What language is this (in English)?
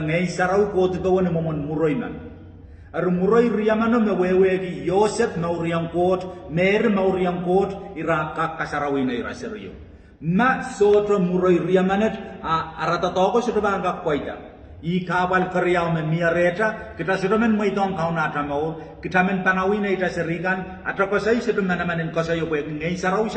Pohnpeian